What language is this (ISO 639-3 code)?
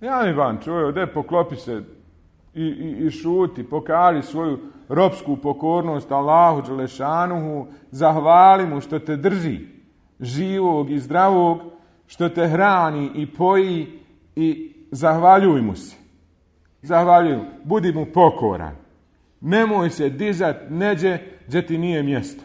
bos